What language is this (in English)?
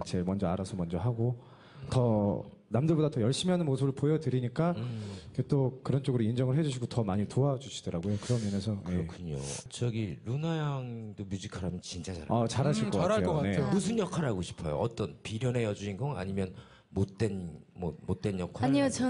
Korean